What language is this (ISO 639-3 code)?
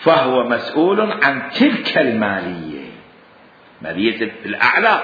acm